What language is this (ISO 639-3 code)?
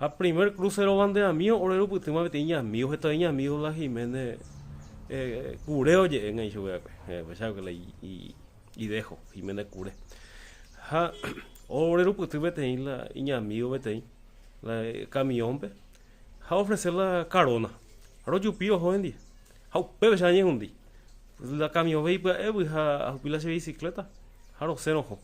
grn